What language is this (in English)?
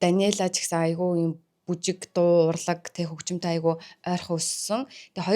Mongolian